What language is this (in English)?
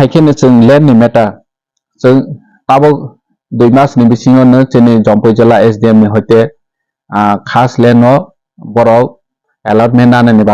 Kok Borok